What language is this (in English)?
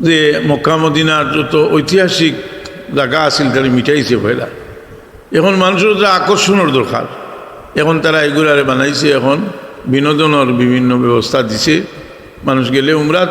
Sylheti